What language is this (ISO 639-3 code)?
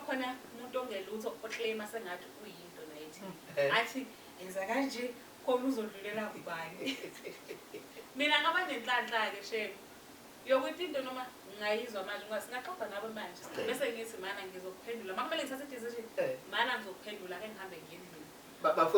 zul